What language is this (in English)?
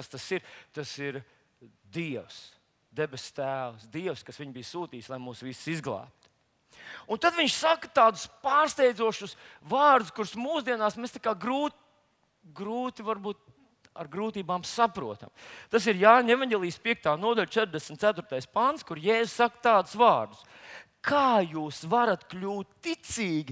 Latvian